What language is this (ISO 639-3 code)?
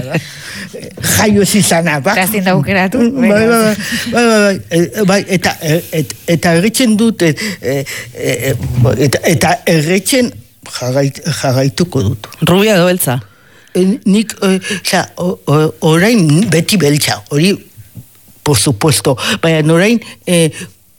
eus